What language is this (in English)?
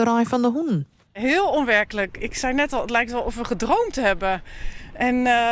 Western Frisian